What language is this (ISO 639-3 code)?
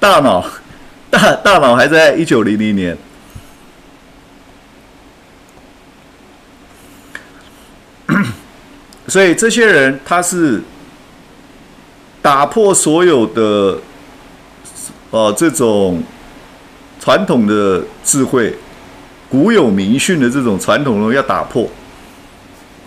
zho